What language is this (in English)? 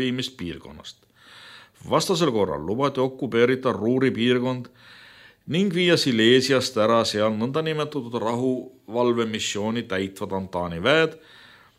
Estonian